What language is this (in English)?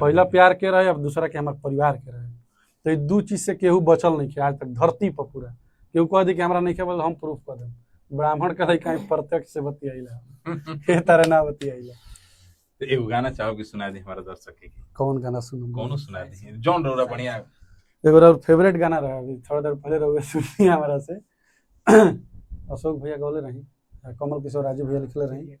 Bhojpuri